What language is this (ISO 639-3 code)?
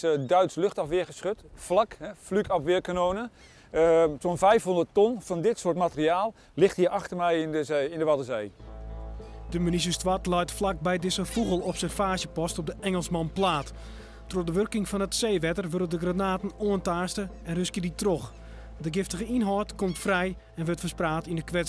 fry